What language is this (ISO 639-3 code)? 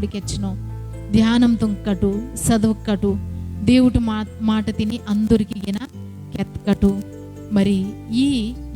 kff